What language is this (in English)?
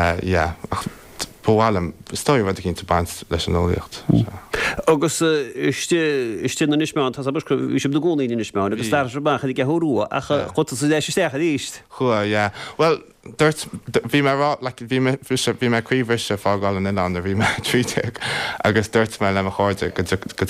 Irish